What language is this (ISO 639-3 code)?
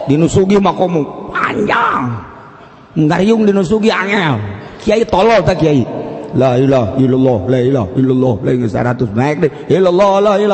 sun